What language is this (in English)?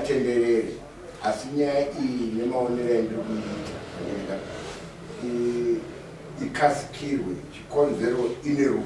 Shona